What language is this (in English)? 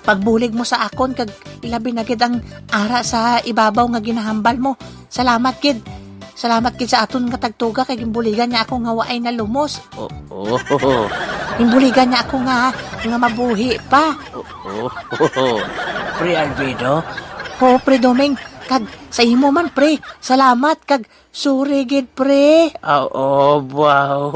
Hiligaynon